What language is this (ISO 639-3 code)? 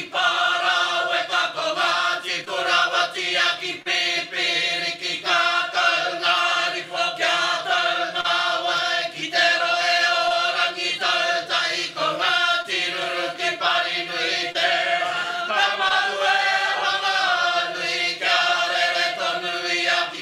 mri